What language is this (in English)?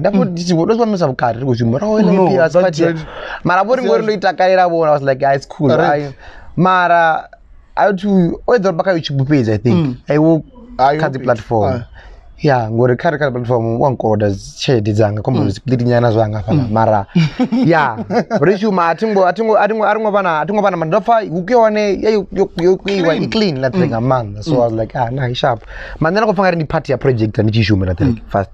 Venda